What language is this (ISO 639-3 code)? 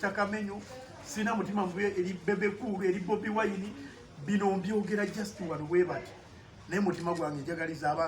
lug